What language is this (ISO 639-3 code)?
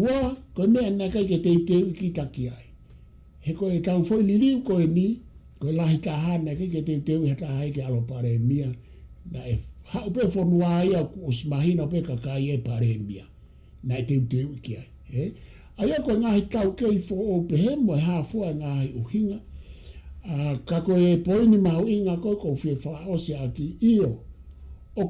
ton